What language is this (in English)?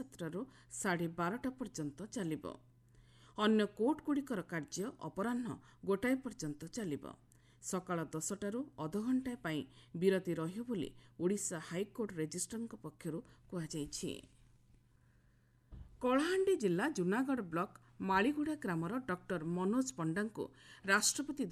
Odia